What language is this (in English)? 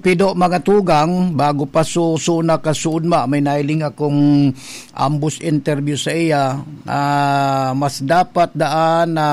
Bikol